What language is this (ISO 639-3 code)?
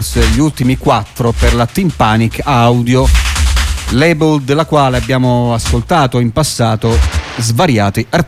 ita